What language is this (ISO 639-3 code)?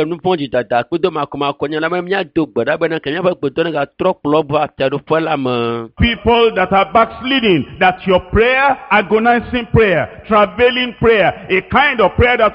ewe